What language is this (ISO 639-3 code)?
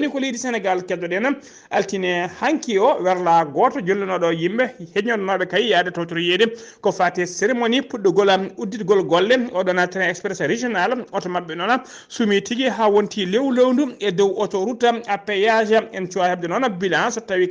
ful